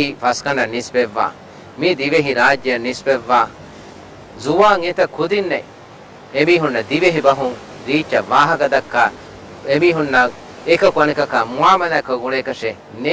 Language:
Divehi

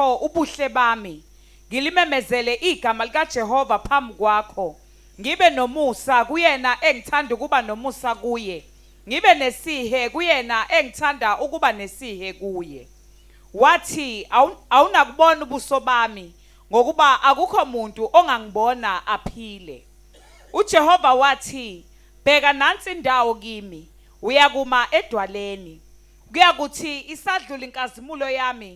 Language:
Zulu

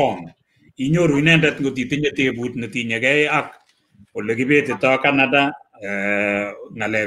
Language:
Kalenjin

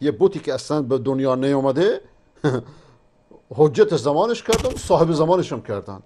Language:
Persian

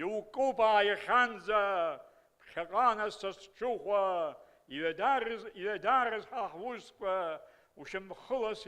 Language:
Abkhazian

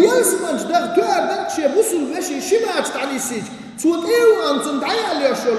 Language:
Chechen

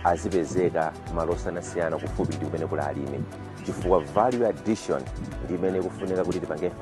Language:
Nyanja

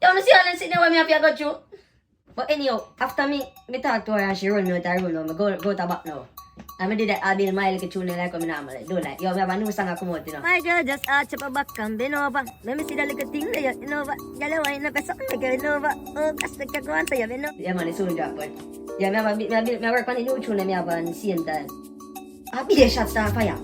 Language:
Jamaican Creole English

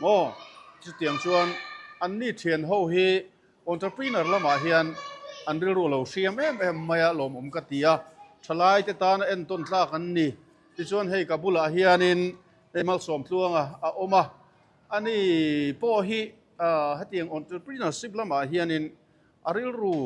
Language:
Mizo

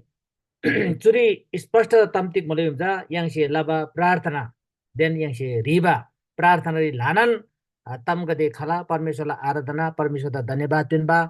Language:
Eastern Tamang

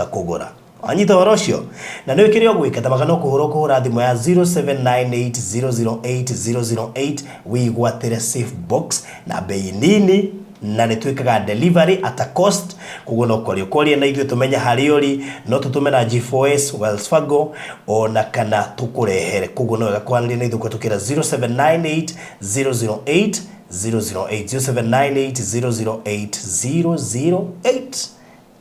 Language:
Kikuyu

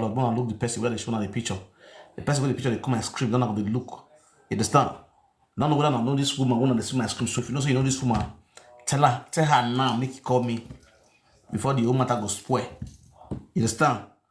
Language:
Nigerian Pidgin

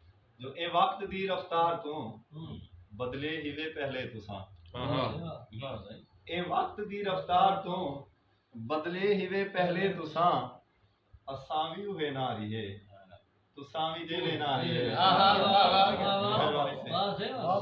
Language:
Saraiki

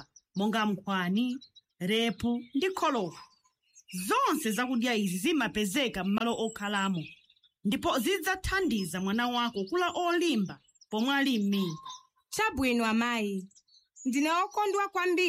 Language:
Nyanja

